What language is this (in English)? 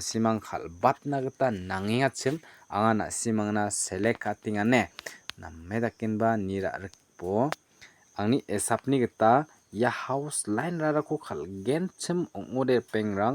Garo